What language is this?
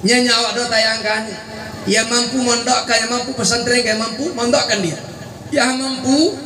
Achinese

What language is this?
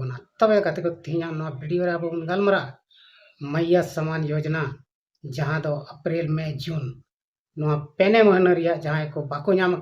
Santali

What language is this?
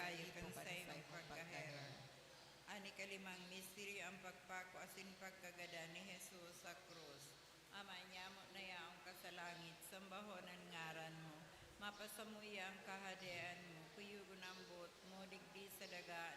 Bikol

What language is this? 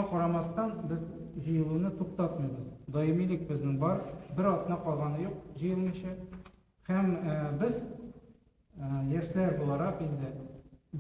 Tatar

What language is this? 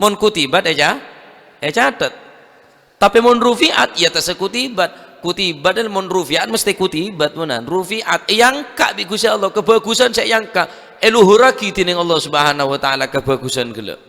Madurese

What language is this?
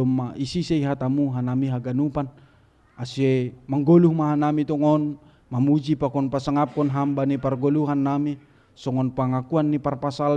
Batak Simalungun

